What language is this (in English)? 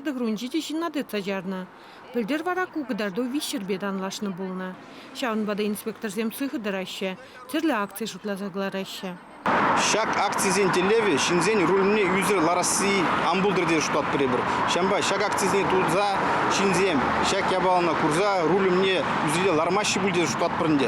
Chuvash